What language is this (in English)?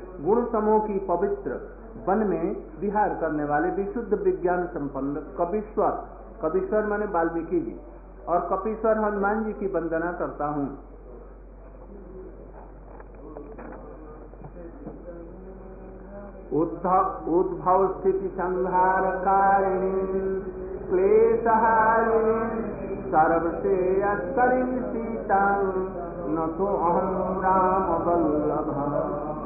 Hindi